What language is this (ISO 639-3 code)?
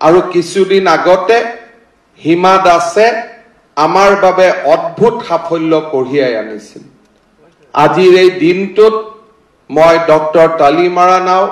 asm